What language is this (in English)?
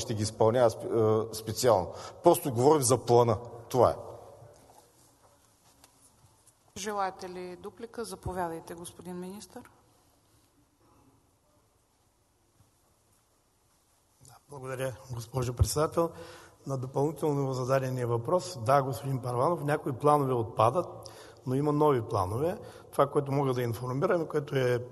Bulgarian